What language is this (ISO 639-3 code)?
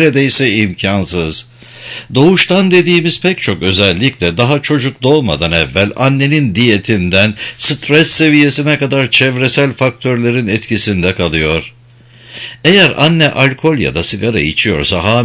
tur